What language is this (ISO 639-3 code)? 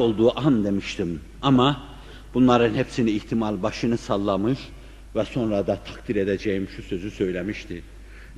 tur